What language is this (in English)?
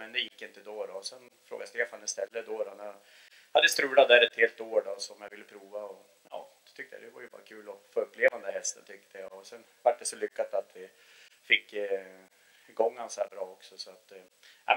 Swedish